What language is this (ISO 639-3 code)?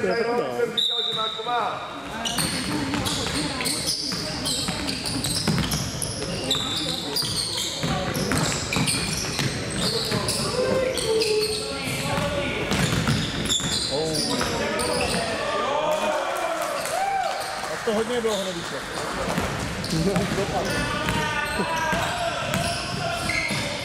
ces